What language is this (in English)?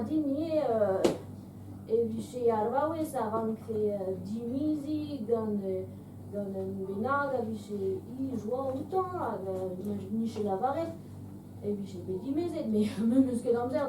Breton